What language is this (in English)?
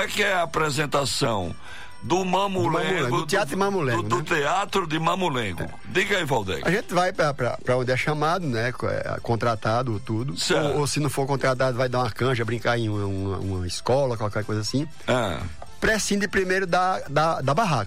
Portuguese